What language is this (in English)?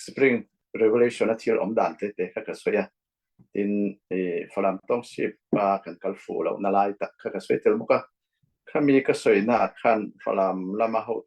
Falam Chin